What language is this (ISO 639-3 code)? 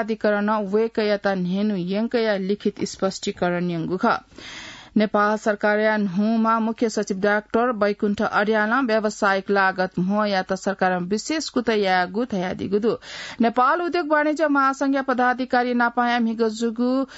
new